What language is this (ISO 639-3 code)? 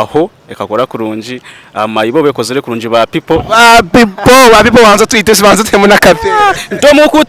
nyn